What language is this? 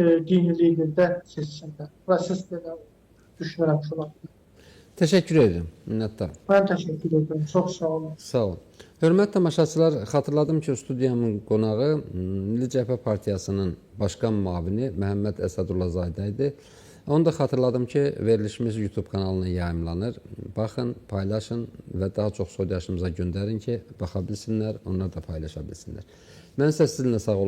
Azerbaijani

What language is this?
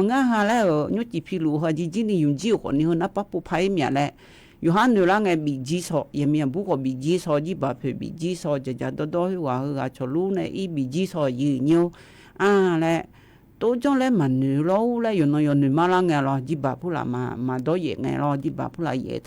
Akha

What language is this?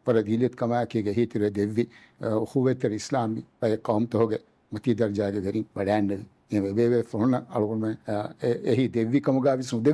Divehi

